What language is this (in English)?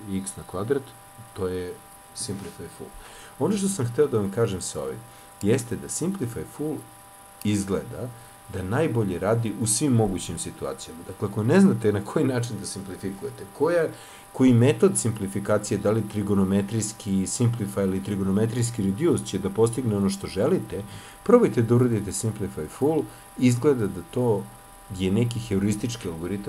Serbian